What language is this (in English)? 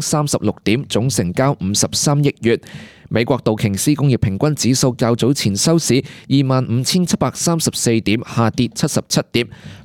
Cantonese